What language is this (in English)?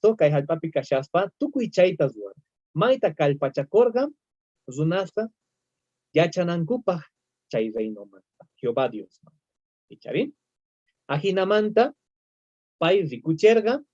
South Bolivian Quechua